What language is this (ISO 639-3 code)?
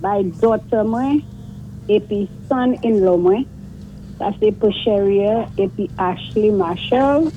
acf